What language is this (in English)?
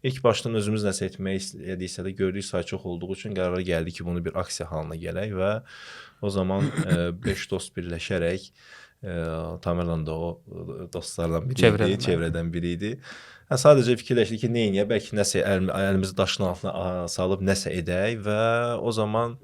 Azerbaijani